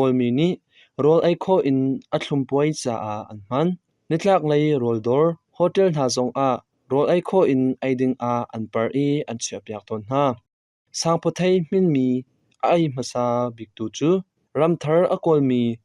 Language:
Hakha Chin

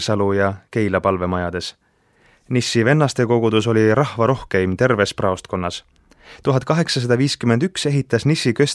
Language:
Estonian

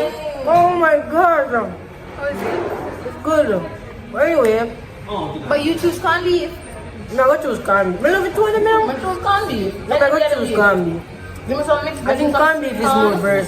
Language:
Jamaican Creole English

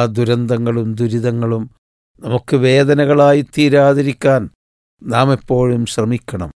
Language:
Malayalam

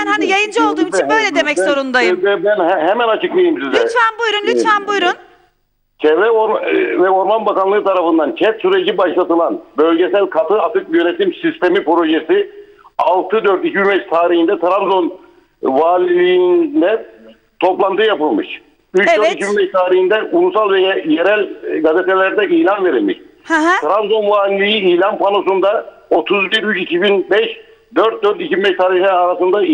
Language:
Turkish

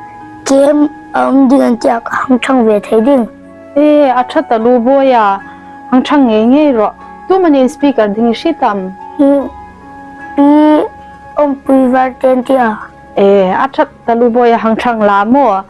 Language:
Hmar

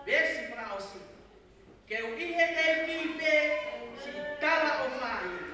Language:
Tongan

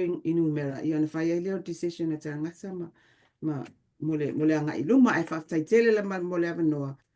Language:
Samoan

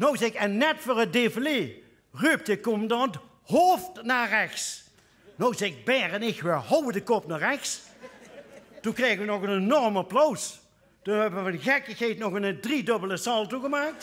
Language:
Limburgish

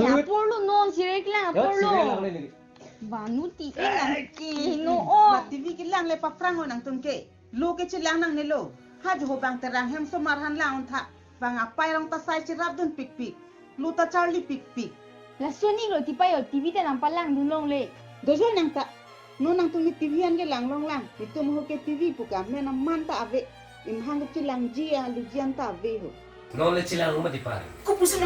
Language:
Karbi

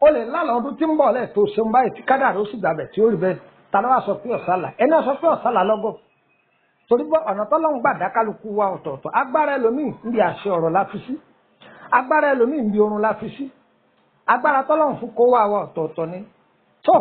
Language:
Yoruba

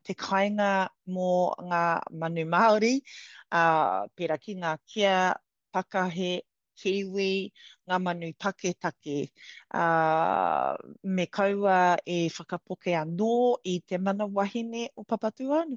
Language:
Māori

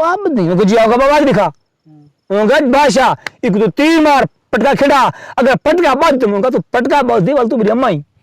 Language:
Saraiki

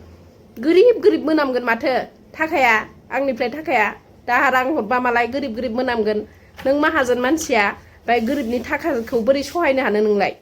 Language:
Bodo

